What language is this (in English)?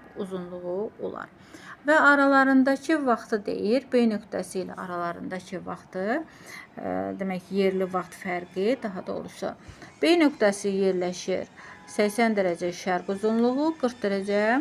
Azerbaijani